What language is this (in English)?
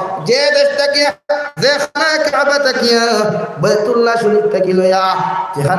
Sylheti